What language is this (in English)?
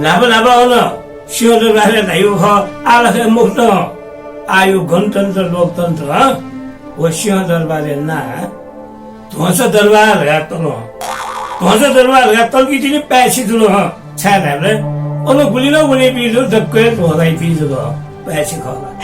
Newari